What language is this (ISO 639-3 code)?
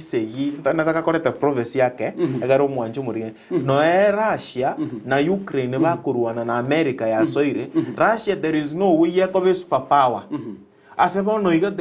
guz